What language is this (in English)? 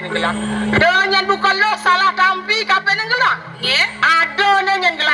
Balinese